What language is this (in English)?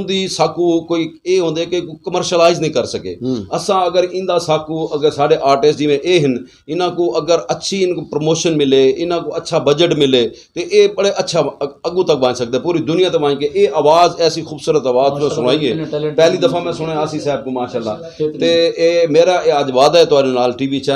Western Panjabi